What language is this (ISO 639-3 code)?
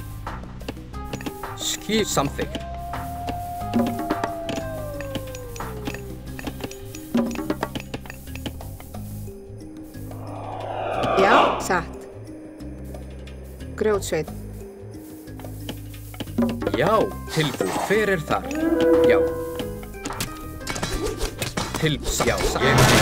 isl